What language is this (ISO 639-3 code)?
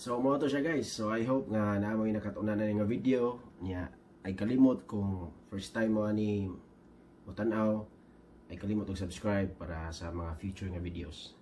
ceb